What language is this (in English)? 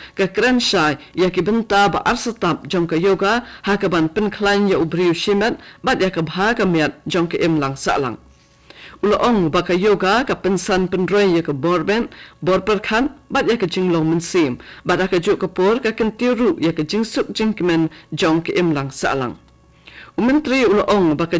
Khasi